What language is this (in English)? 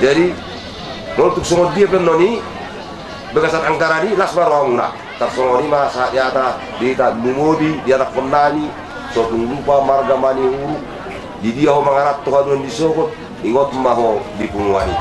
Batak Toba